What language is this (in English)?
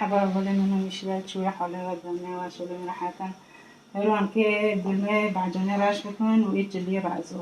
Kurdish